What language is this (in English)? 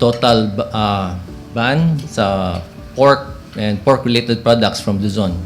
Cebuano